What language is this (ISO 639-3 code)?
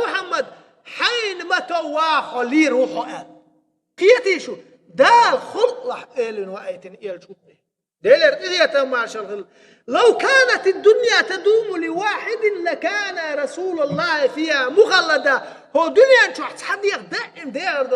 che